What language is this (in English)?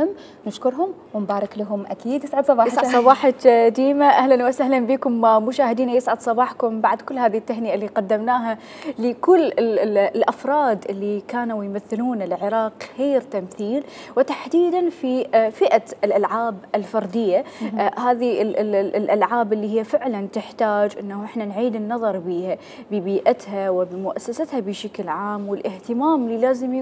Mesopotamian Arabic